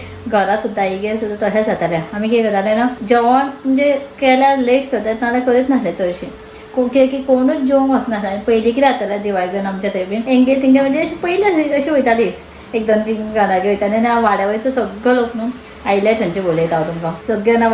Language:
Konkani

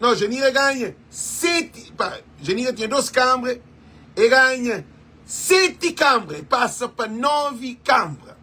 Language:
Kabuverdianu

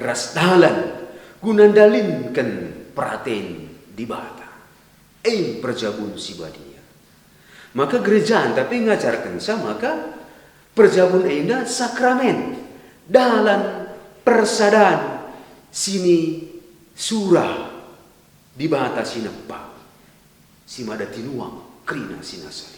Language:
Batak Karo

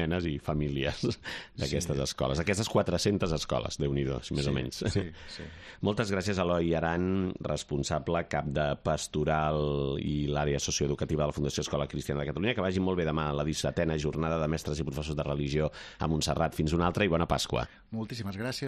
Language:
Catalan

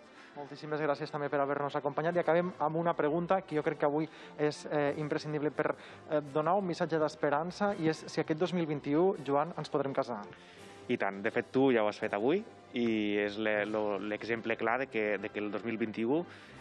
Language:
Catalan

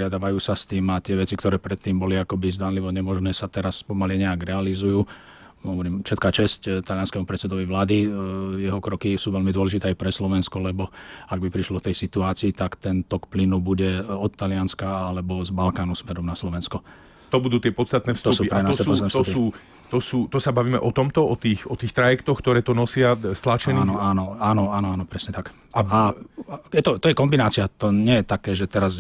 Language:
Slovak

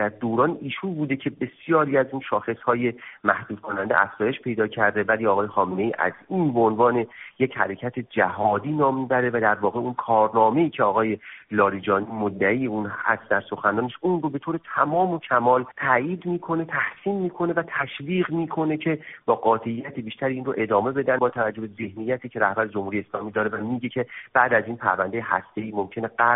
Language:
Persian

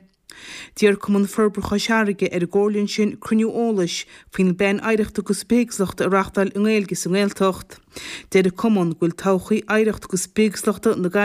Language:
Irish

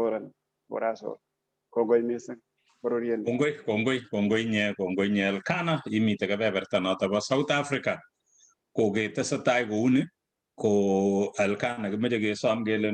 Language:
Kalenjin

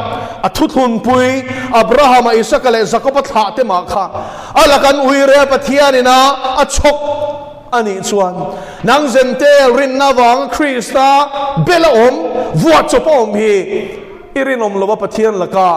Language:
Mizo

